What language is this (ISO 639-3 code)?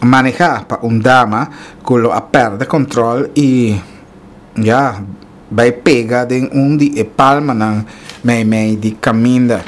pap